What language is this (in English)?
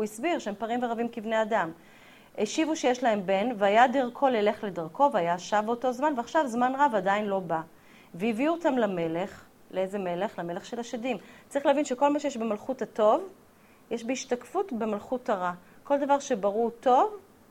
Hebrew